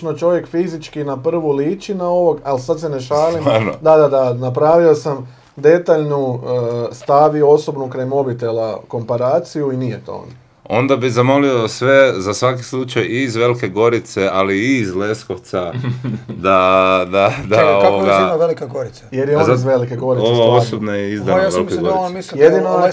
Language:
Croatian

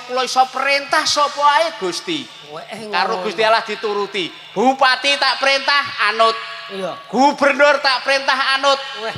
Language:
Javanese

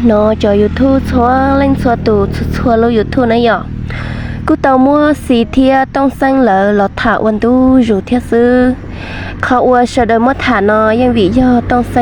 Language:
Hmong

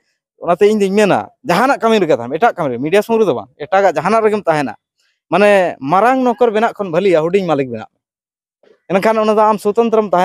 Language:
Santali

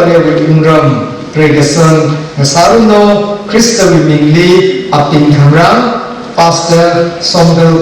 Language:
Tangkhul Naga (India)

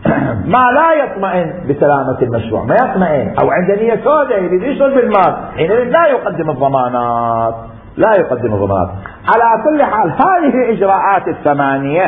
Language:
Mesopotamian Arabic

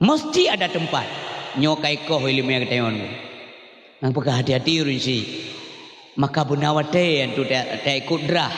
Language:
Achinese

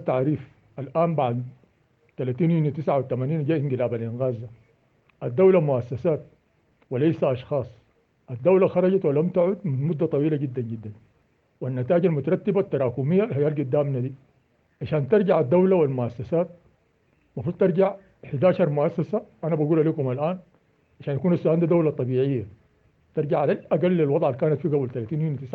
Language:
Sudanese Arabic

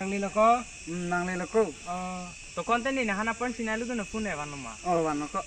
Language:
Karbi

